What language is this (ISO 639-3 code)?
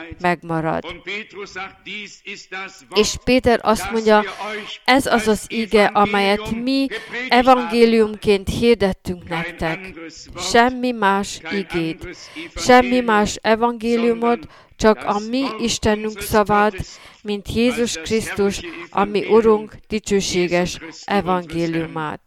hun